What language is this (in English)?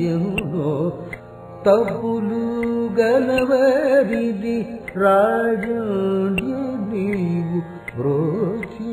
Telugu